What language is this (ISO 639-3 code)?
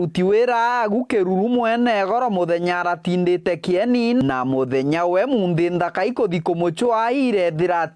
mer